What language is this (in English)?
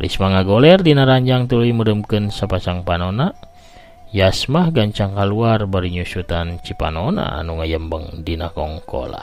Sundanese